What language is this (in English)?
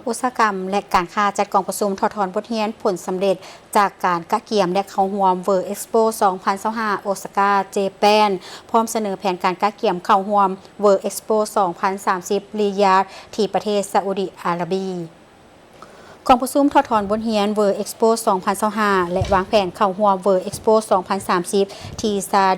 Lao